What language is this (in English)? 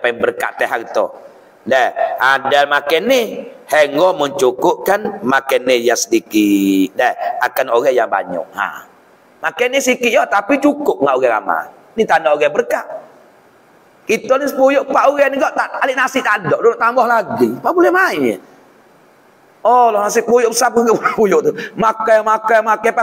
Malay